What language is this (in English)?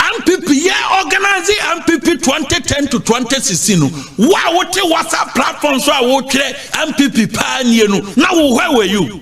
Akan